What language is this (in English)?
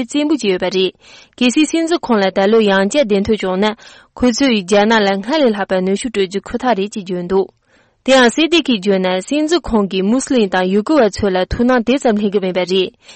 Tibetan